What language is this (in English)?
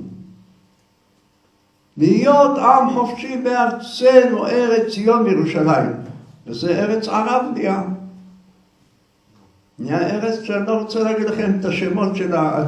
Hebrew